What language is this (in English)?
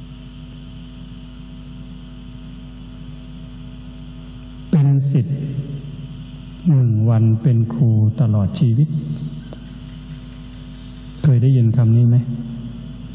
Thai